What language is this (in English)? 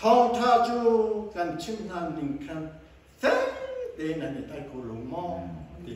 Hakha Chin